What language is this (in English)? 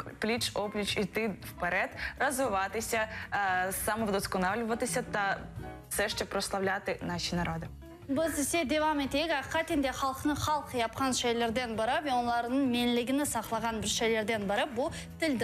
Crimean Tatar